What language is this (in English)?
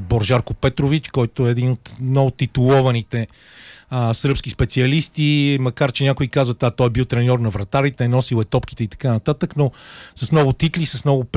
Bulgarian